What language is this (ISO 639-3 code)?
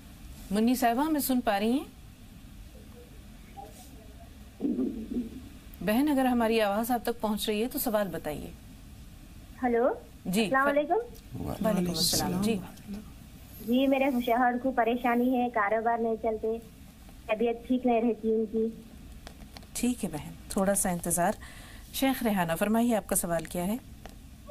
urd